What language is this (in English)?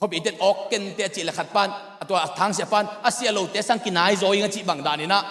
Tedim Chin